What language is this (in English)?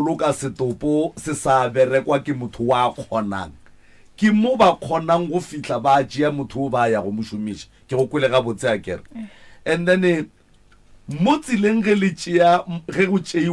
Northern Sotho